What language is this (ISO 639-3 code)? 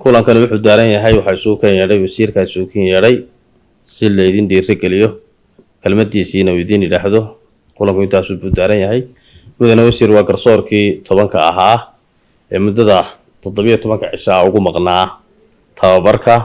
som